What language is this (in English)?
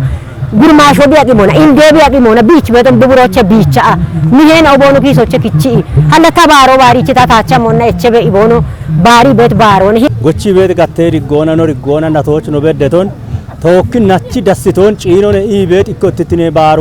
Kafa